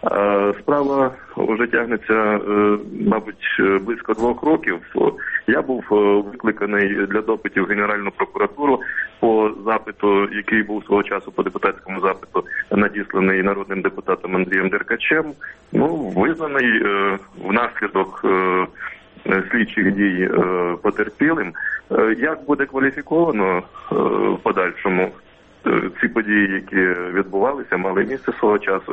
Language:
Ukrainian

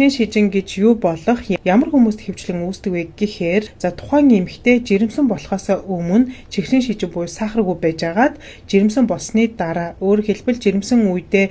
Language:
Mongolian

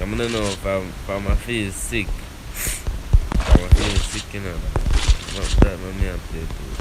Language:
Jamaican Creole English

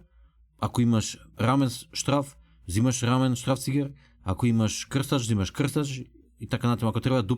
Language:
Macedonian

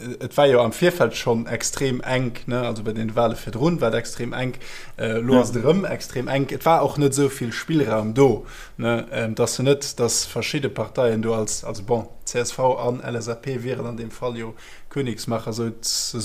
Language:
Luxembourgish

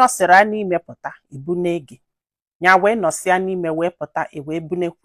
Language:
Igbo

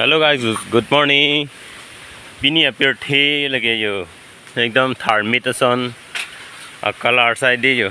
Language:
Karbi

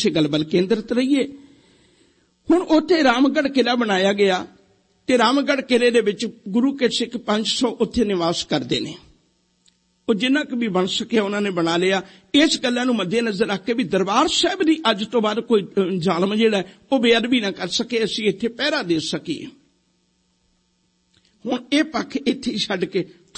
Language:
Punjabi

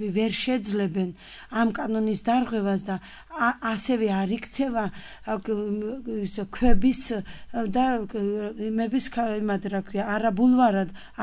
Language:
Georgian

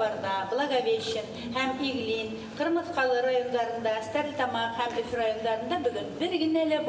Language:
Bashkir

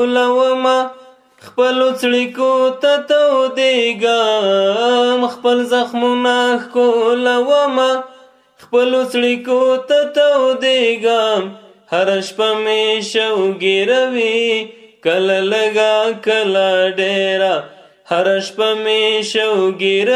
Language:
Pashto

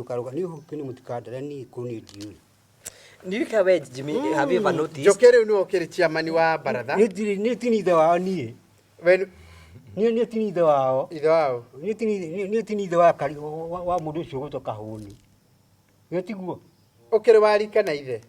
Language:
Kikuyu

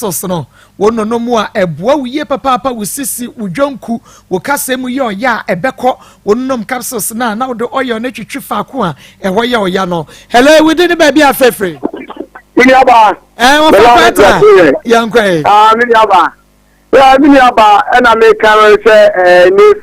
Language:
Akan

